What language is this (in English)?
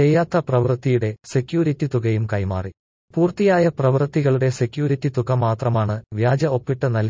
Malayalam